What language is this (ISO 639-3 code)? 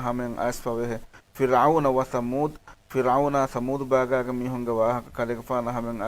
div